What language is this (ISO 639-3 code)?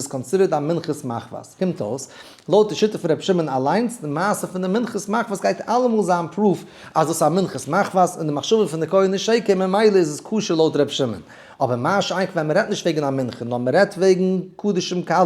yid